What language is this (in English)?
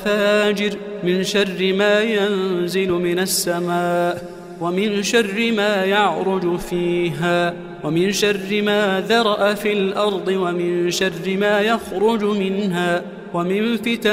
Arabic